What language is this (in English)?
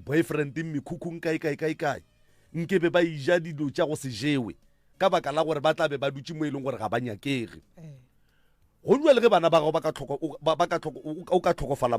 Northern Sotho